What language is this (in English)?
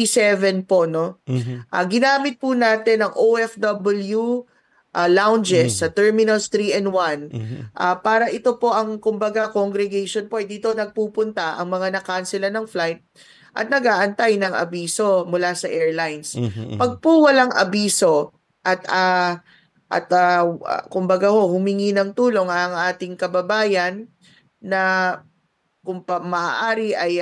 Filipino